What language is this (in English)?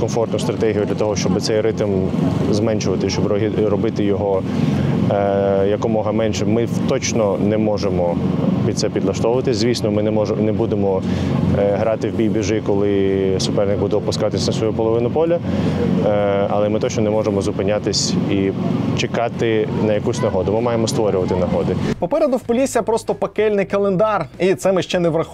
Ukrainian